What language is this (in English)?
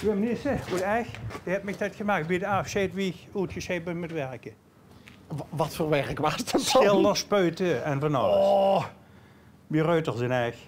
Limburgish